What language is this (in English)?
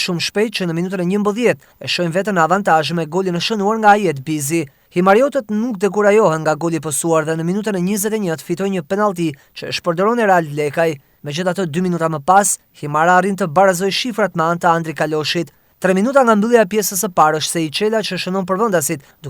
Albanian